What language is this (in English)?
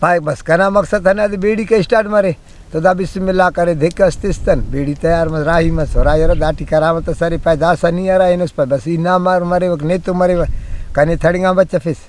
Brahui